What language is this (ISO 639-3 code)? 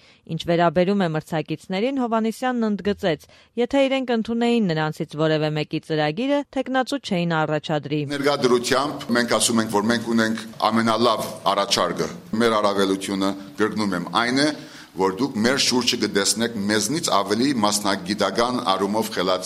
hye